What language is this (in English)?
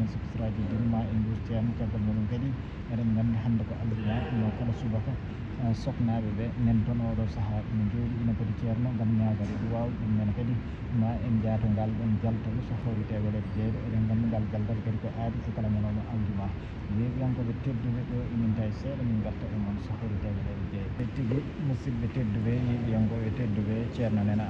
Fula